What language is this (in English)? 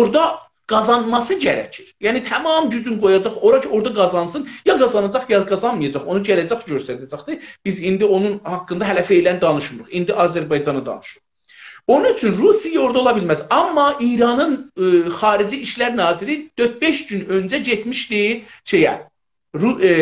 South Azerbaijani